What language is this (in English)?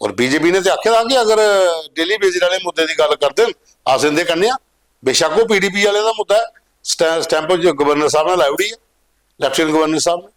Dogri